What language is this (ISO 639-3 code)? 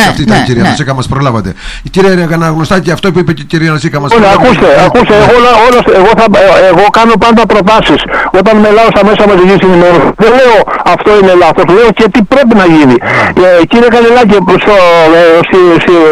ell